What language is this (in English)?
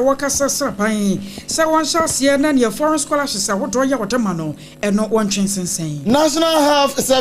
Akan